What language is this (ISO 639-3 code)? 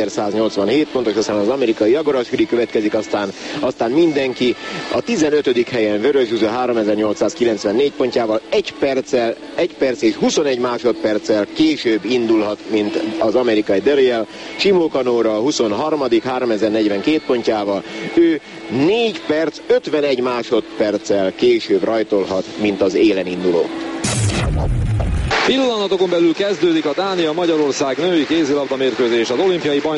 hun